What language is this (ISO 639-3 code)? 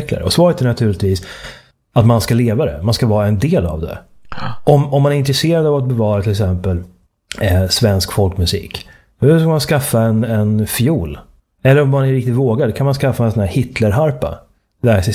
swe